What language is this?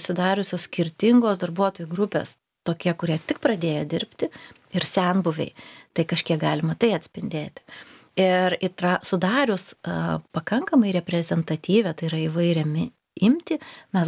Lithuanian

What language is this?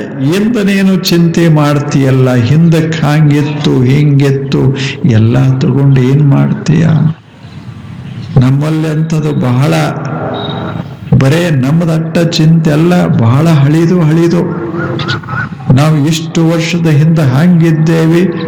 Kannada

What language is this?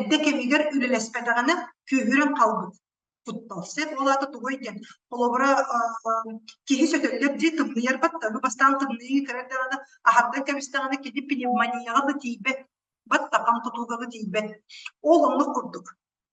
Yakut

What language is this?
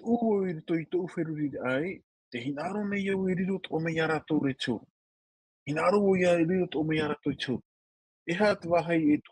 Tahitian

